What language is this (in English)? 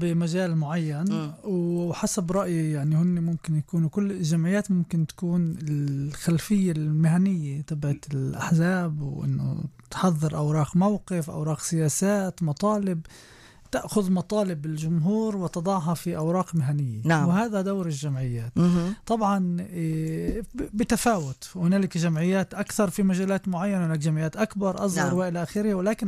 North Levantine Arabic